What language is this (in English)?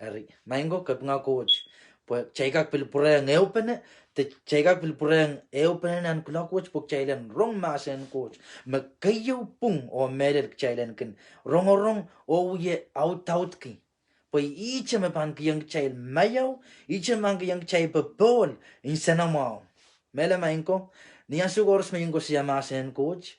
Pohnpeian